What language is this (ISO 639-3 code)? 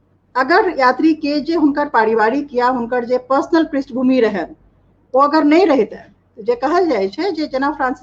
mai